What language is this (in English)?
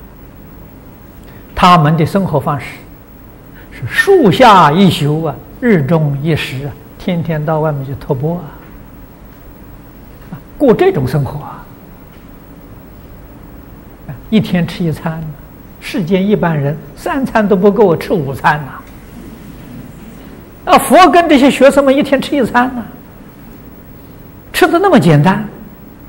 Chinese